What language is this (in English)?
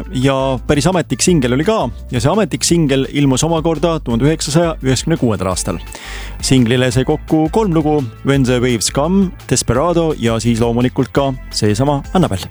Estonian